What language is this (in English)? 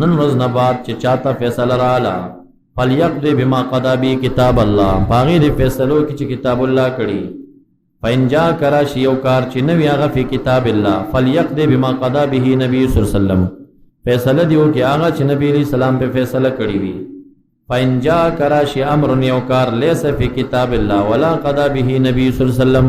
Pashto